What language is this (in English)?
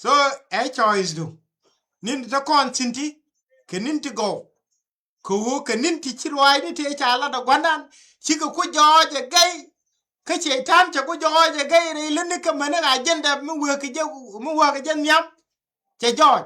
Nuer